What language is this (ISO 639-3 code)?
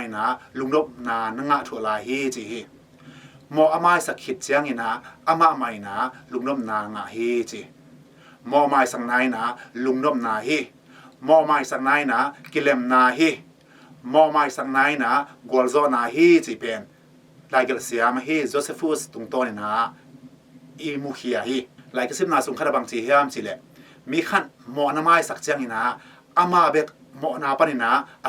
ctd